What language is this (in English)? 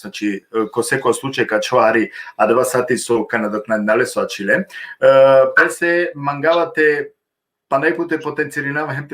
Balkan Romani